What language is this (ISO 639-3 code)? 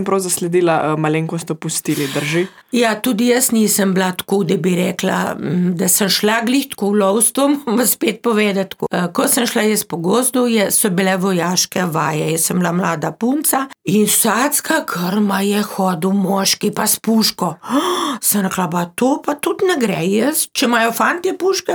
slv